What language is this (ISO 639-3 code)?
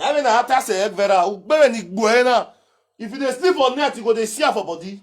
pcm